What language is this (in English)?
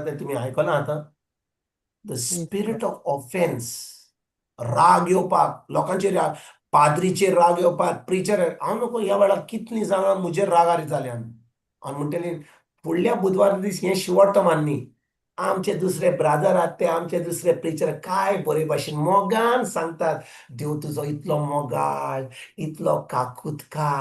Konkani